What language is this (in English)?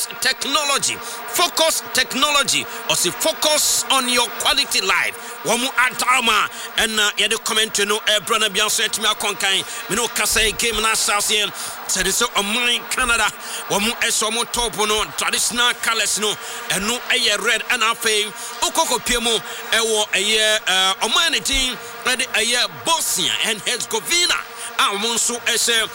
Akan